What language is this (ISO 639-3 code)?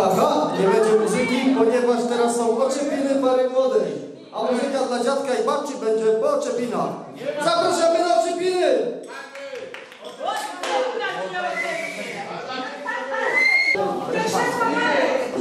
pol